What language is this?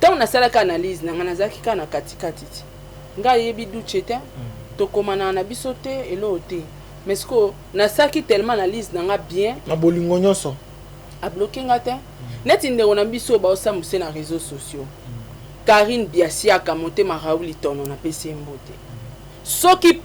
Lingala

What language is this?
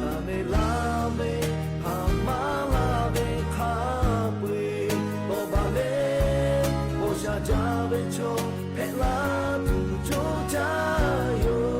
Lahu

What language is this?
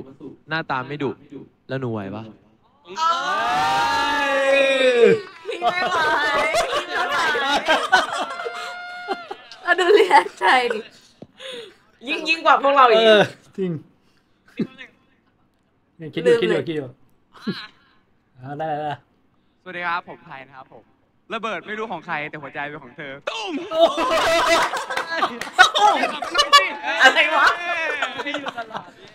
Thai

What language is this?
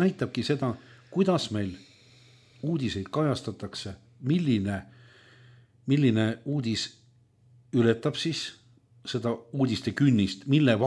Estonian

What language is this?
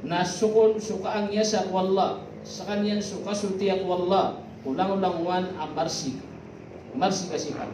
Maranao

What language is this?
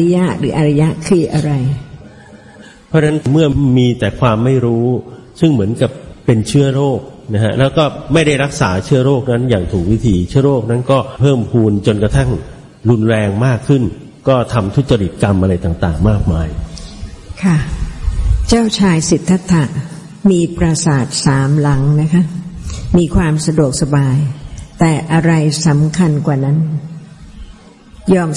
Thai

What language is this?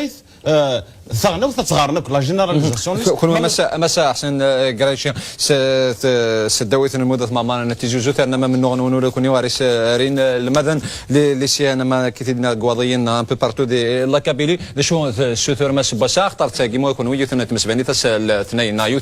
Kabyle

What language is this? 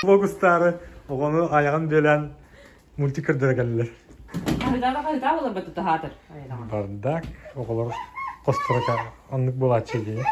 Yakut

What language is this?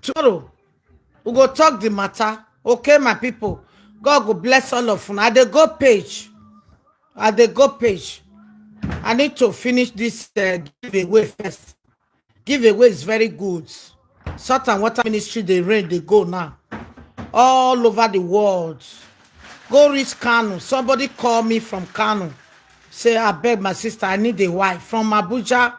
Nigerian Pidgin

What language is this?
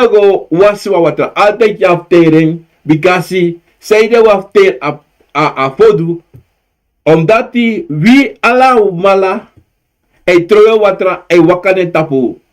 Sranan Tongo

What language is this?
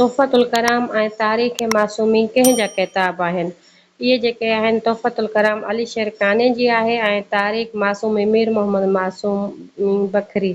Sindhi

